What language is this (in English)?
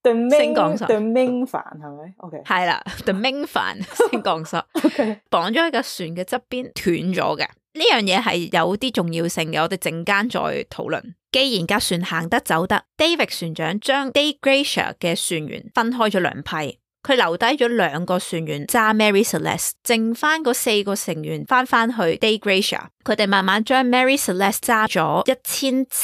Cantonese